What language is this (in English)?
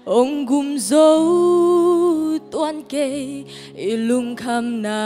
Tedim Chin